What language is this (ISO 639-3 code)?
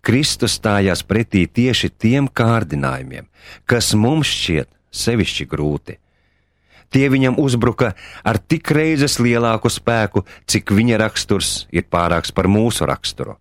lav